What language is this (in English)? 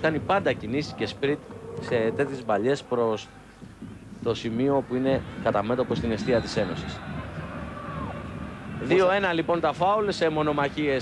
Greek